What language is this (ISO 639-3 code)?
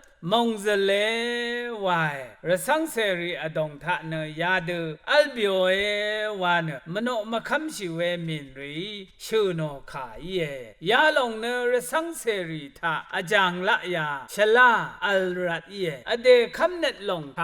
raw